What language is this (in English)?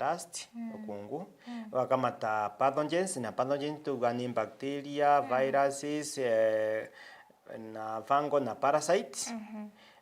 Meru